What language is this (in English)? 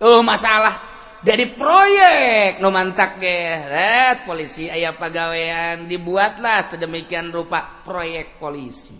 Sundanese